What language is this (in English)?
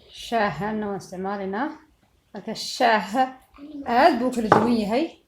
Somali